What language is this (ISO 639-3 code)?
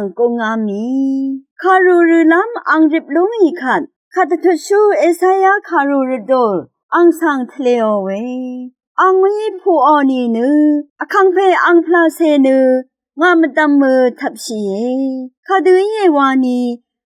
raw